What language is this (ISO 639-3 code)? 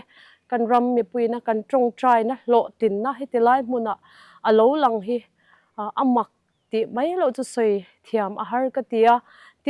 lus